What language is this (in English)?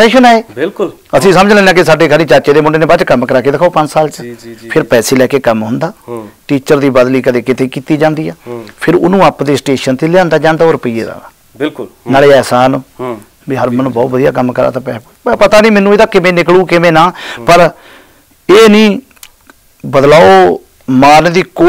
Punjabi